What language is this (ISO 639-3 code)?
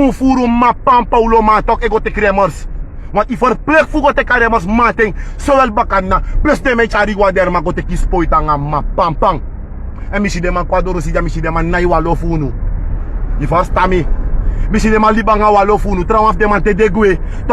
srn